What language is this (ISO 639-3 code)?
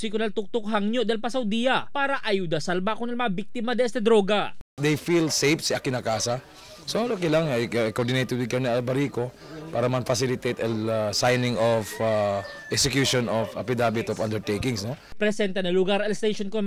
cbk